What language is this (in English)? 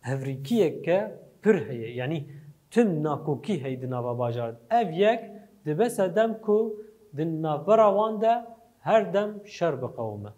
Kurdish